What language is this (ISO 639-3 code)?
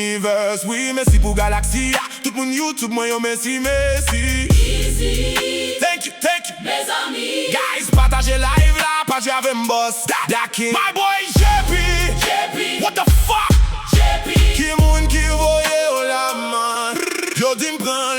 hat